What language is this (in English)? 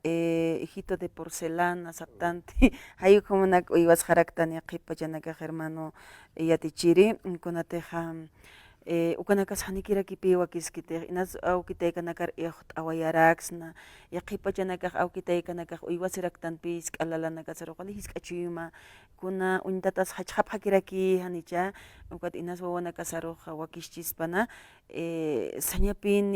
Aymara